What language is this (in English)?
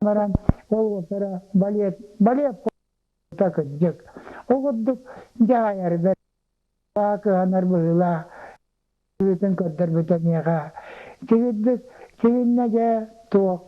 Yakut